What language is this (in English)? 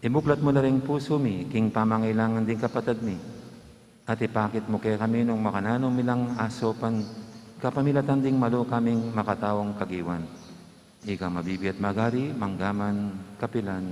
Pampanga